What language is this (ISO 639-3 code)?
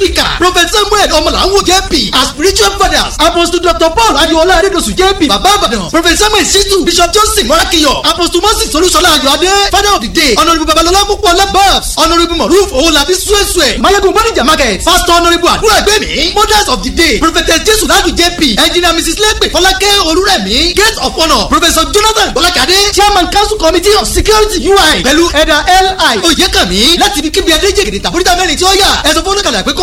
yor